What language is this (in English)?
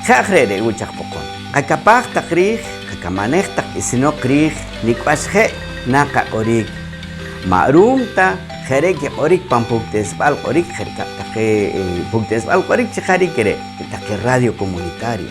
Poqomchi'